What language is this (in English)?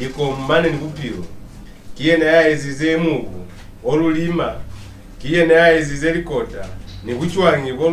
Lozi